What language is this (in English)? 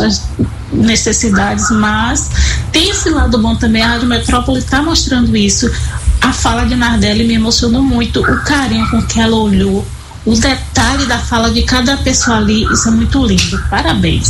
Portuguese